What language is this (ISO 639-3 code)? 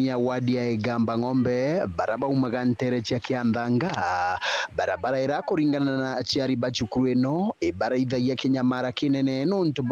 mer